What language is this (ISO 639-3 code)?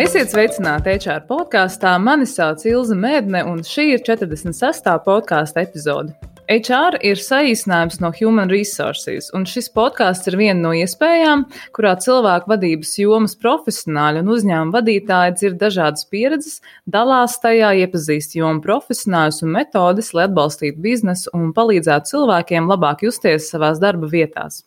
lav